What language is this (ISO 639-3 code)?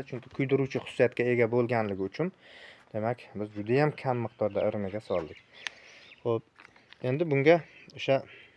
uzb